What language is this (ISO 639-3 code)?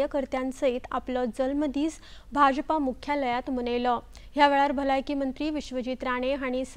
kok